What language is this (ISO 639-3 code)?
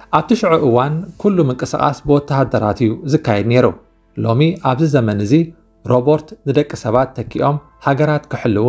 tir